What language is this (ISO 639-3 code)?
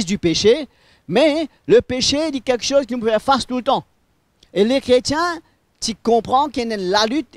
mfe